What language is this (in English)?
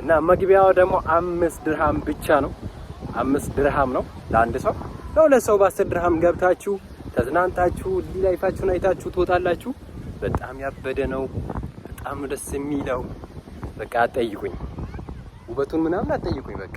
Amharic